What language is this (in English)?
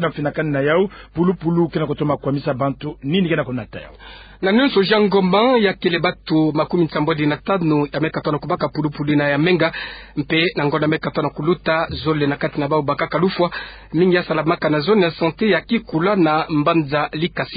Kituba (Democratic Republic of Congo)